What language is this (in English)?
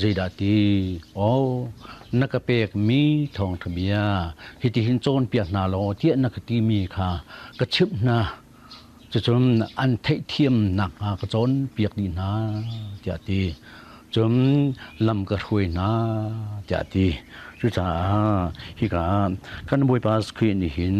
Hakha Chin